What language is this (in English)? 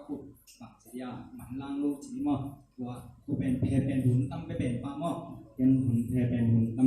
Tedim Chin